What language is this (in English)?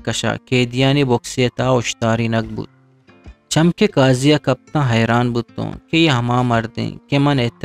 Eastern Balochi